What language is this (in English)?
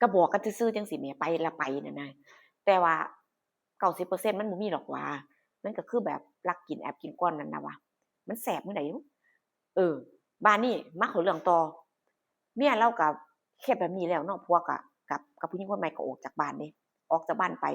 Northeastern Thai